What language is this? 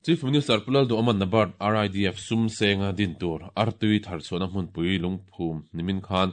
Mizo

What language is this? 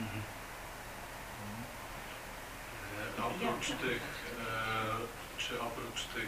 Polish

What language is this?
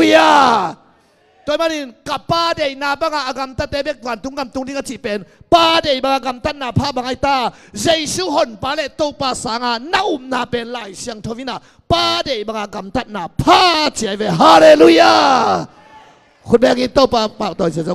Tedim Chin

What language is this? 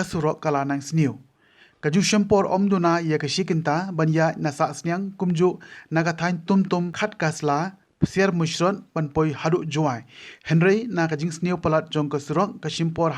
Khasi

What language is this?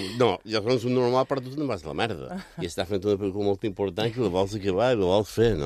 Catalan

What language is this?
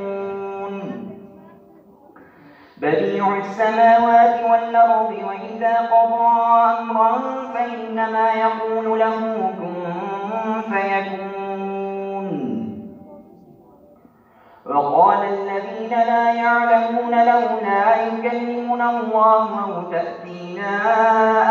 Arabic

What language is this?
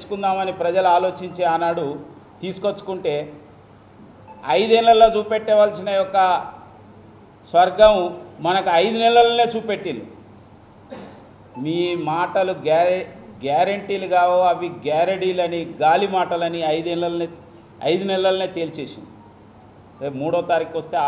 Telugu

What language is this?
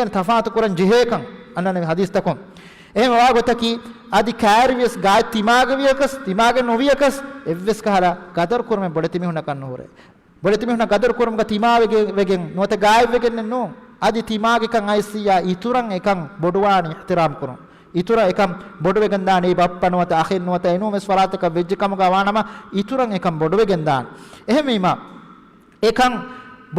Divehi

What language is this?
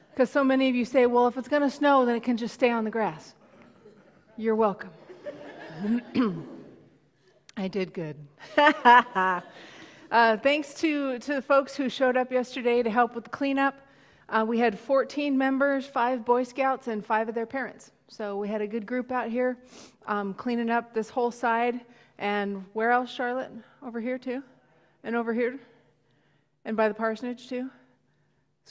English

